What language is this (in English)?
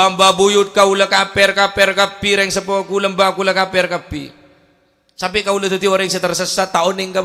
Madurese